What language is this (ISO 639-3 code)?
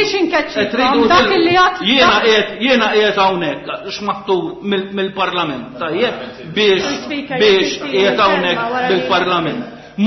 mlt